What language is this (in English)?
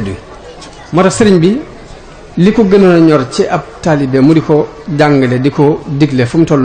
Wolof